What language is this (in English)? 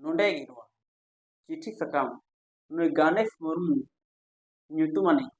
Santali